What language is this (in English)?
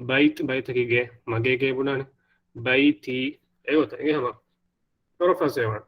Divehi